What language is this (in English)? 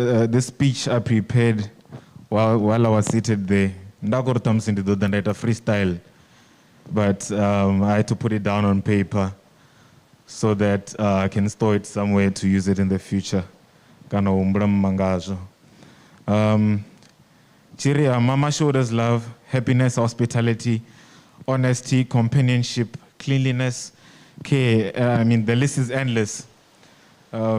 Venda